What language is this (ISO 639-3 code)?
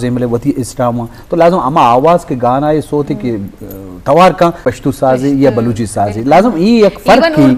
bgp